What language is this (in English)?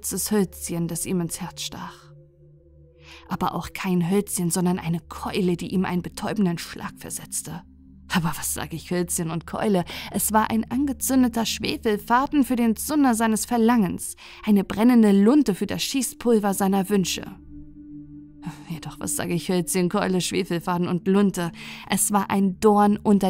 German